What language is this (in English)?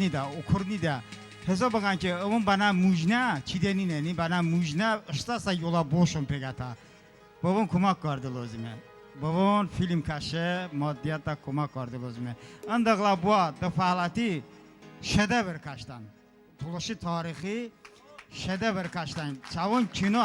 Talysh